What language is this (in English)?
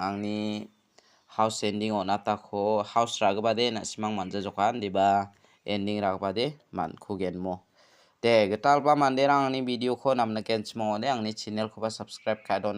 Garo